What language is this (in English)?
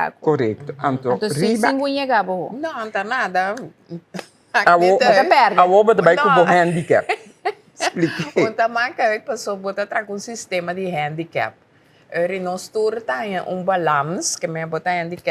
Papiamento